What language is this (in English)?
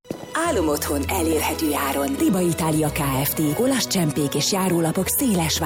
Hungarian